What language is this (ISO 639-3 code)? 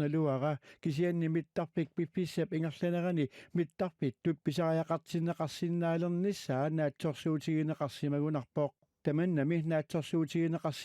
kal